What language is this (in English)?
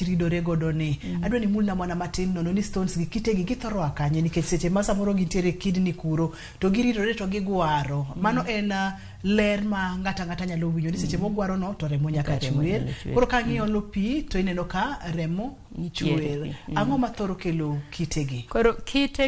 Luo (Kenya and Tanzania)